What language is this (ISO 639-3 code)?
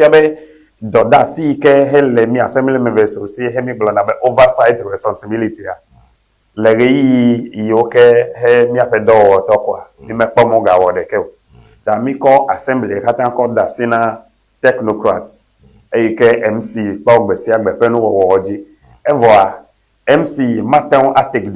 ewe